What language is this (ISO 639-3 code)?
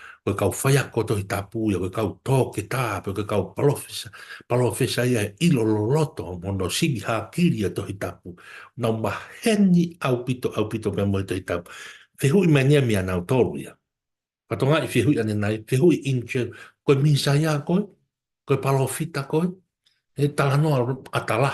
ton